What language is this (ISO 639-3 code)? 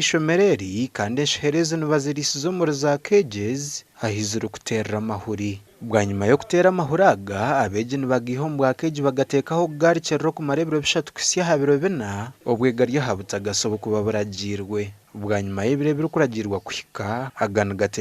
nyn